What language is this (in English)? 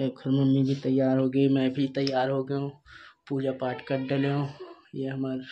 Chhattisgarhi